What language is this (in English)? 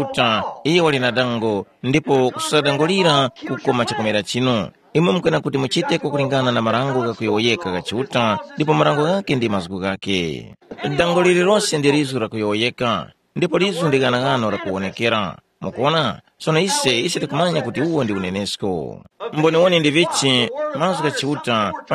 Tumbuka